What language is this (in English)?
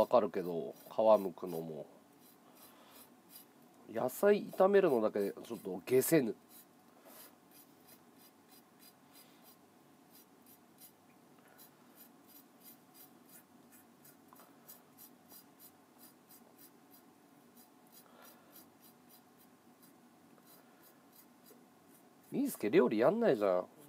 Japanese